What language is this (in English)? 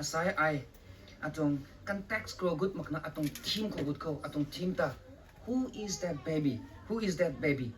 Rongmei Naga